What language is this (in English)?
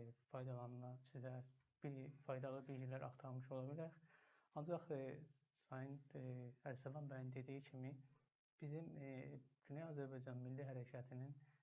South Azerbaijani